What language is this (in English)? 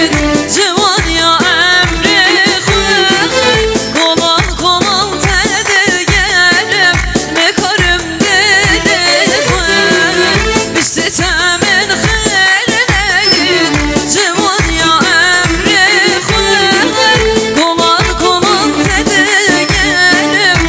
Kurdish